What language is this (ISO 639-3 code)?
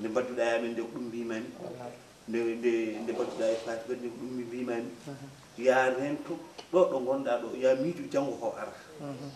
ful